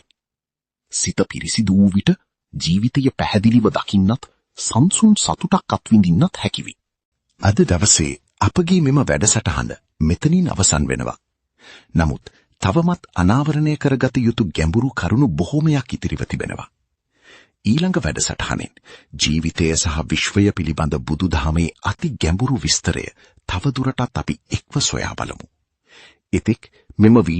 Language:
Sinhala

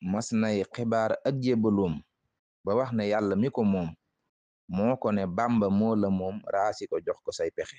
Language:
Wolof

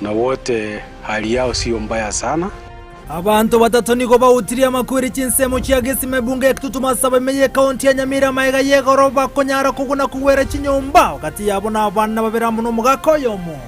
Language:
Gusii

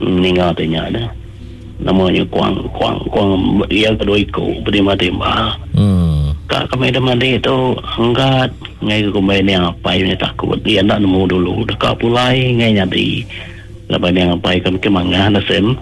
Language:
Iban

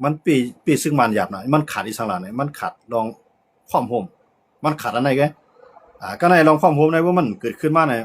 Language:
Shan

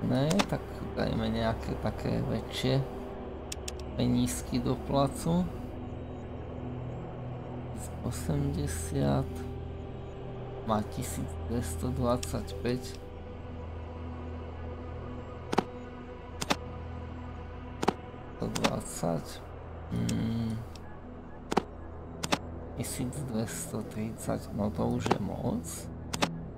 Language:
Slovak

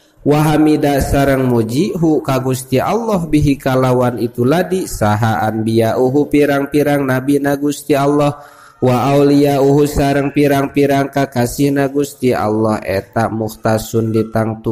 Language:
Sundanese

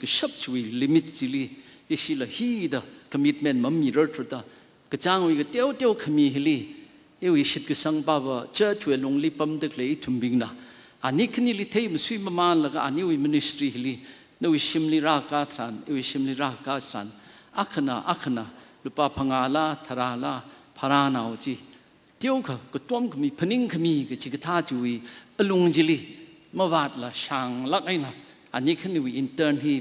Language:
Tangkhul Naga (India)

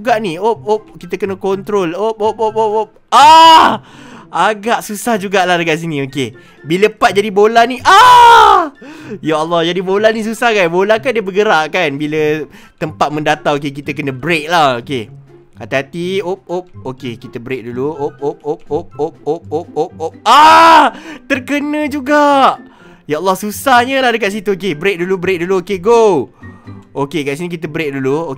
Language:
Malay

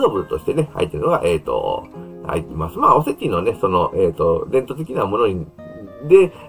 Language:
Japanese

